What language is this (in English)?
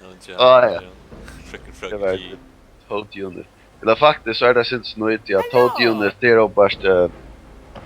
Faroese